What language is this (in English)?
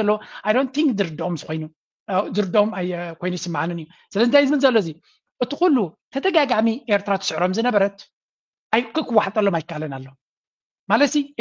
Tigrinya